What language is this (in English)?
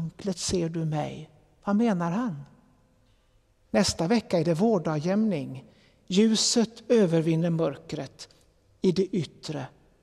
Swedish